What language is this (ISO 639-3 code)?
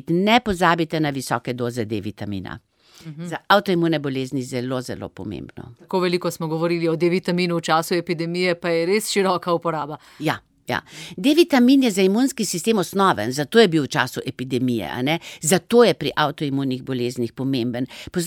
slv